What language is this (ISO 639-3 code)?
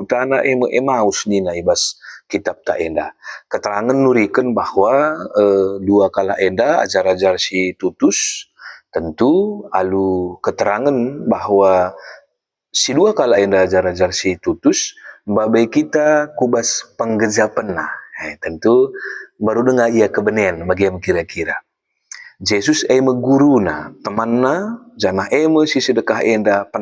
btx